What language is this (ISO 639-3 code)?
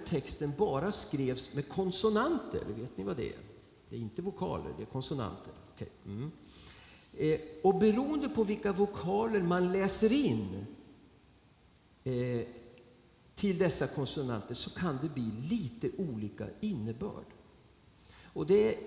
swe